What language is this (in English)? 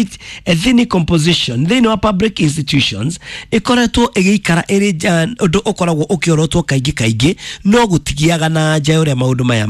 Kikuyu